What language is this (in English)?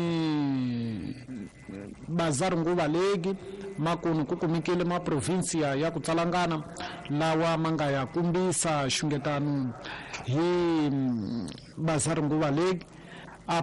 Tsonga